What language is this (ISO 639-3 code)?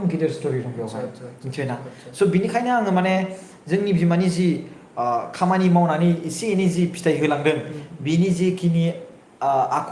brx